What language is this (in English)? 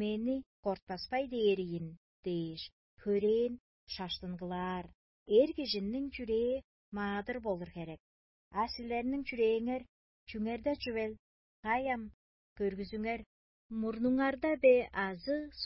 Tuvinian